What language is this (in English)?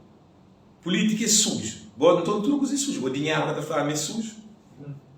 Kabuverdianu